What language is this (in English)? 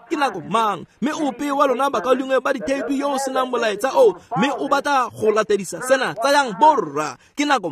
Tswana